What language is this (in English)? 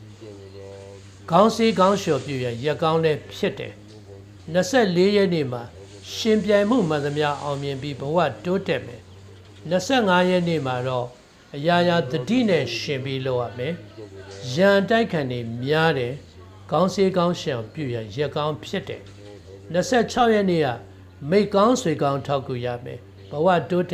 Burmese